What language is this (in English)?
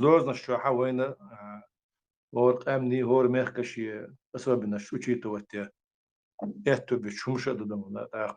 Chechen